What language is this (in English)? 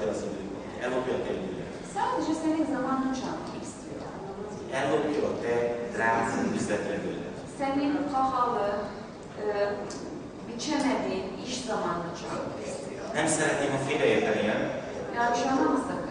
Hungarian